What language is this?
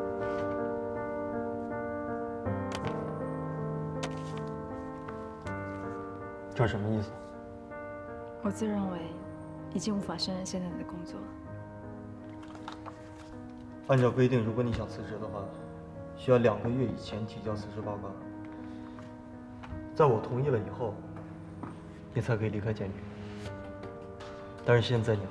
Chinese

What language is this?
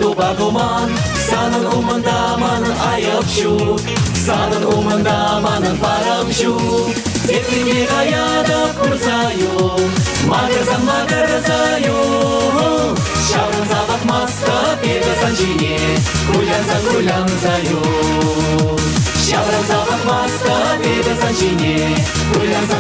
Chuvash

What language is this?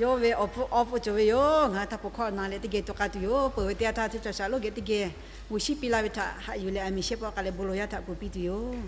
Lahu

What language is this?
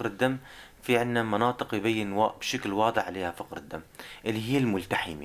North Levantine Arabic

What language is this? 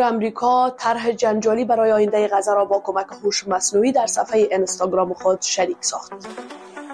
Persian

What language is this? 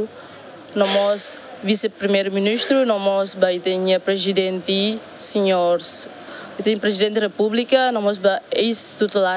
Tetum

